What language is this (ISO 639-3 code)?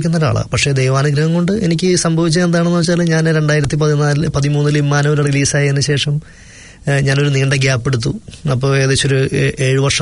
mal